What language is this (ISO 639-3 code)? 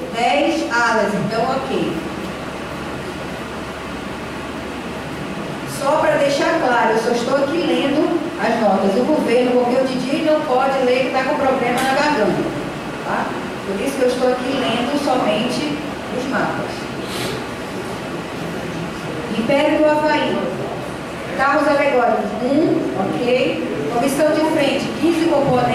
por